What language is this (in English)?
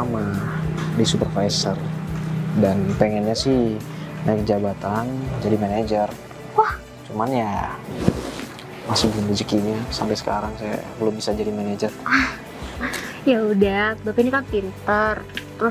Indonesian